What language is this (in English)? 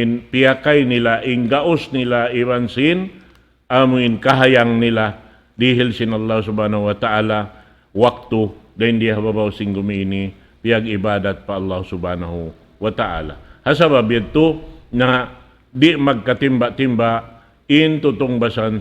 Tausug